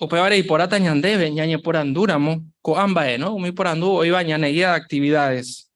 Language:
Guarani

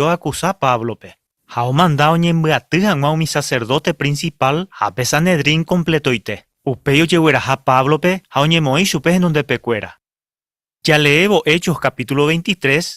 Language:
Guarani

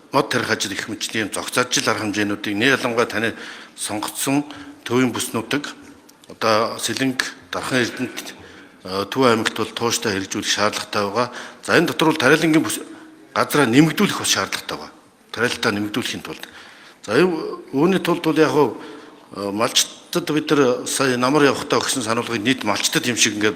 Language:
Mongolian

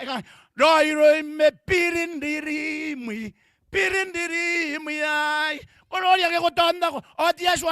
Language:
Gilbertese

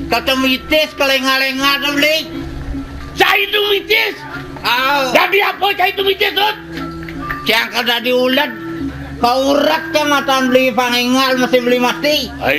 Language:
Balinese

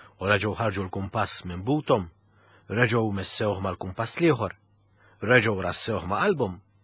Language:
Maltese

